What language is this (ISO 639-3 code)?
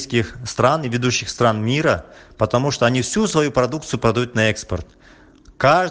rus